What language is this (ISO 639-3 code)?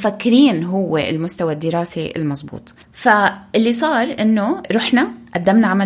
apc